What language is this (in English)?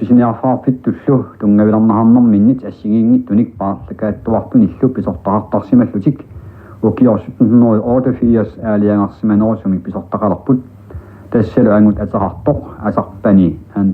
Kalaallisut